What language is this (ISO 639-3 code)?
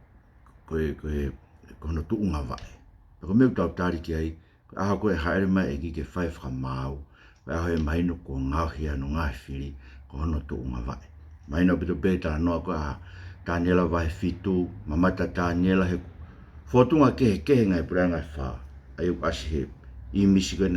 ton